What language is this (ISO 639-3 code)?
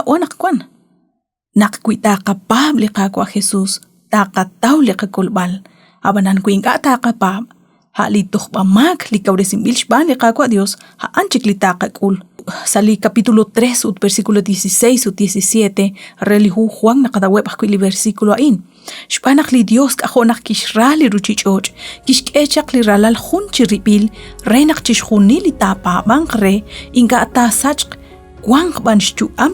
kek